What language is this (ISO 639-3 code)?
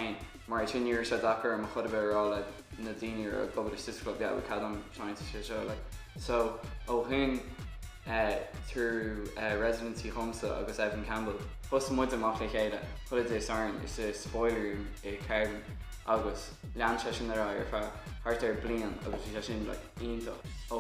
gle